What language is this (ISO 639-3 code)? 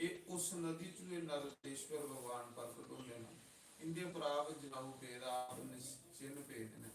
doi